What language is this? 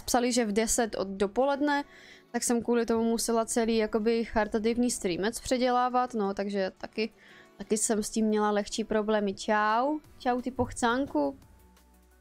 Czech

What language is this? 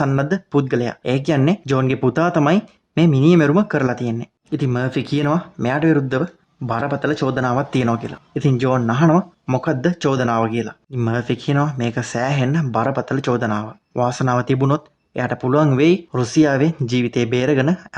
Sinhala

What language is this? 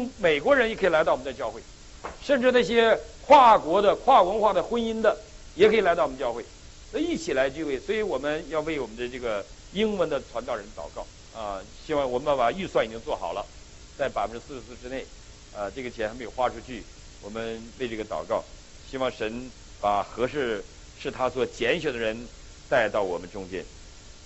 Chinese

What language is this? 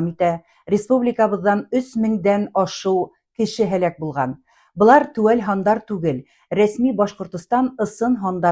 Bashkir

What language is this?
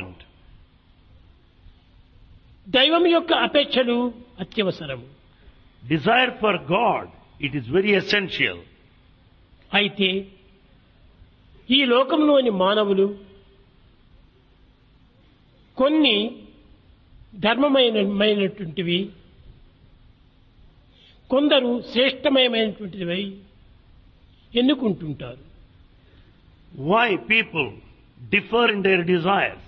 Telugu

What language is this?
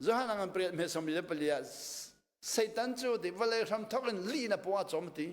Hakha Chin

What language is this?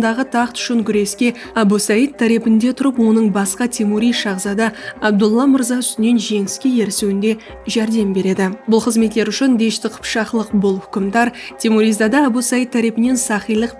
Kara-Kalpak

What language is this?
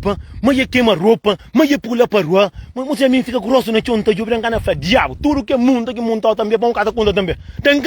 Kabuverdianu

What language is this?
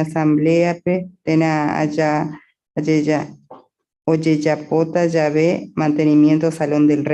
Guarani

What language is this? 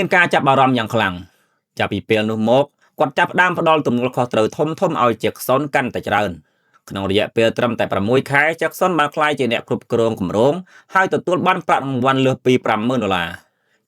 Khmer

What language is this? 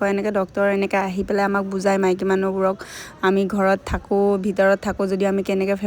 Assamese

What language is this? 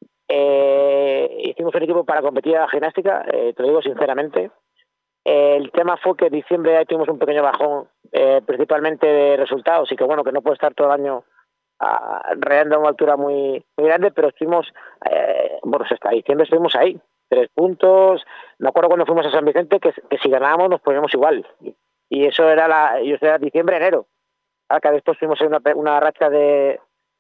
Spanish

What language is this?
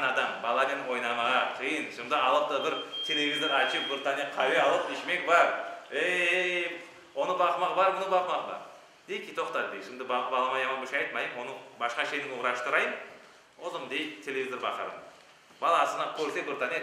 Crimean Tatar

